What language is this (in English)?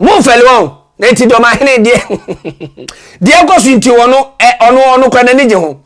Akan